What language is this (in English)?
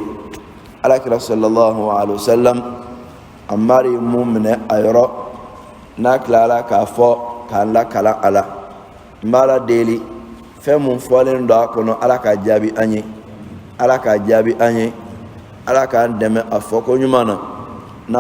Bambara